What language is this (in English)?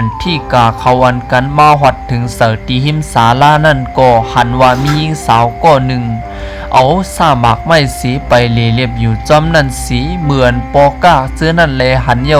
Shan